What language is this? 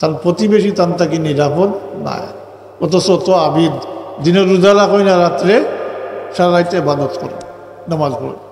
Sylheti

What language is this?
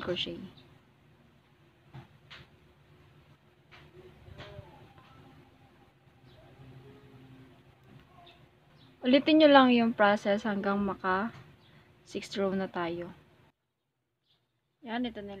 Filipino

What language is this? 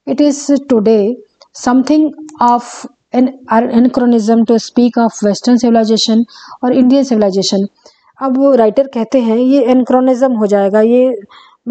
Hindi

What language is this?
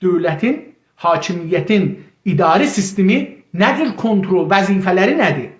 South Azerbaijani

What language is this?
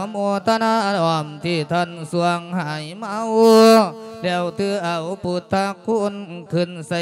Lao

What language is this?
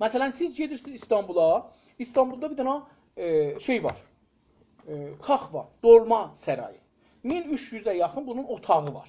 South Azerbaijani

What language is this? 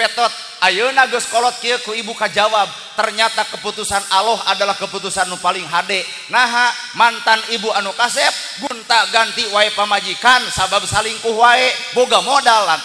Sundanese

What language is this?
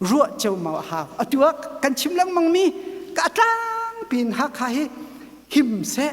Hakha Chin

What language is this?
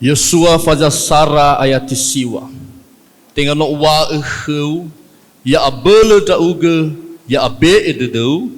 Nias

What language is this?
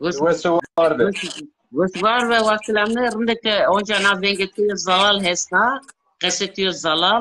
Zaza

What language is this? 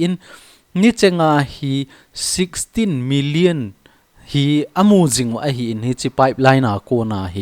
Thado Chin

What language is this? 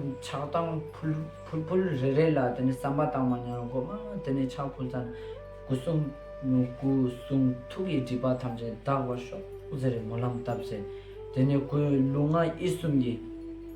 Ladakhi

